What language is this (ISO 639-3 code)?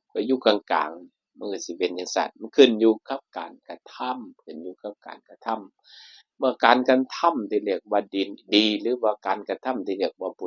tts